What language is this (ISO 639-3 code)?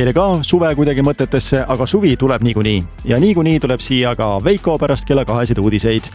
est